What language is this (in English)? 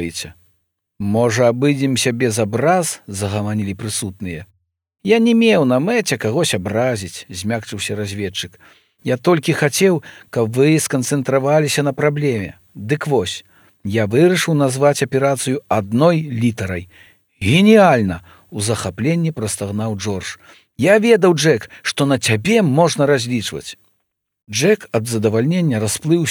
Belarusian